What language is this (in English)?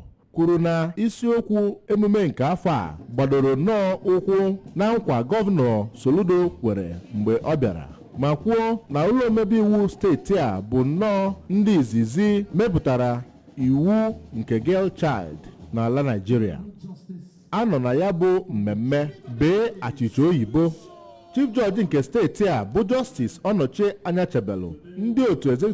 Igbo